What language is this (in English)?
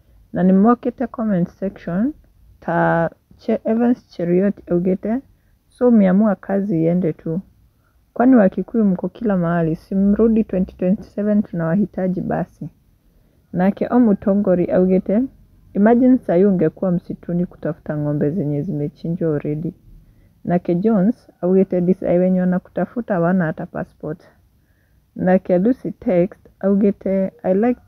Kikuyu